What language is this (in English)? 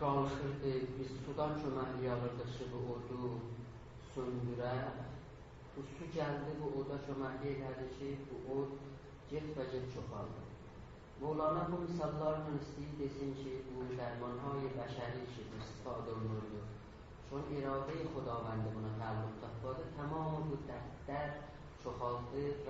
South Azerbaijani